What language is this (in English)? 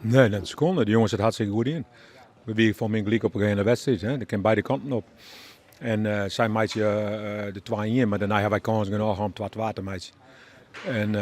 Western Frisian